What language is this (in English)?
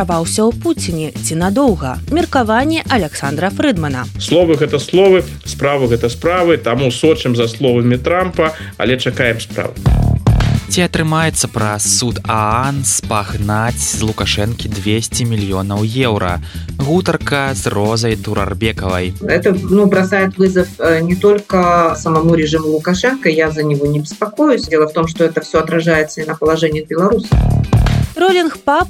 Belarusian